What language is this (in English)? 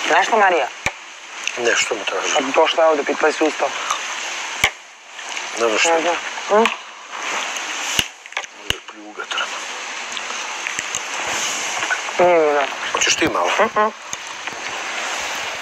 Serbian